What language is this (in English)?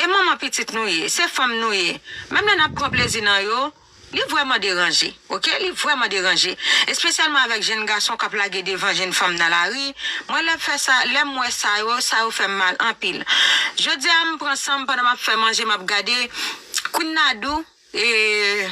Haitian Creole